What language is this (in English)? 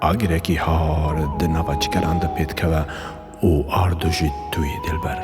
Kurdish